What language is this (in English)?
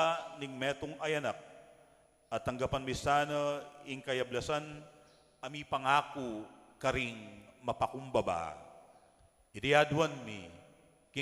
Pampanga